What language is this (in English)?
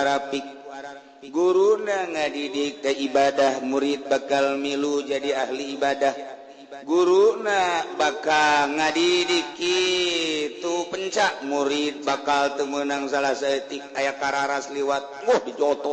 Sundanese